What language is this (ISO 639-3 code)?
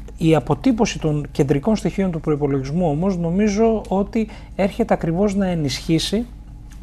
ell